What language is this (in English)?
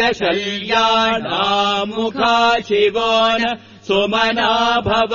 Sanskrit